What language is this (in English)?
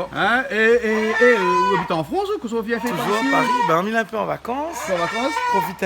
Réunion Creole French